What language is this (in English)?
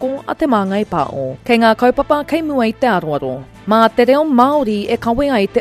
Māori